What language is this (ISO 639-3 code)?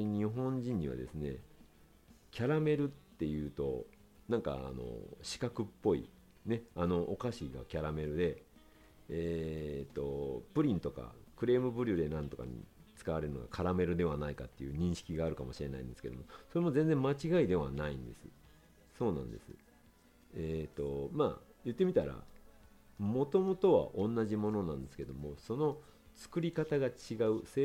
jpn